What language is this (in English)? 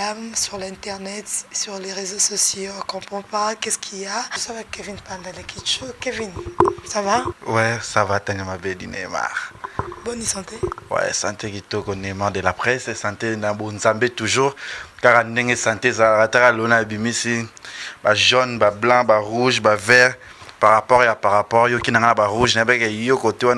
Lingala